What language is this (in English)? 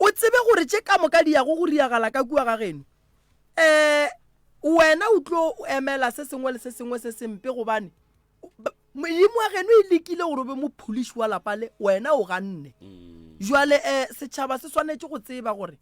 Northern Sotho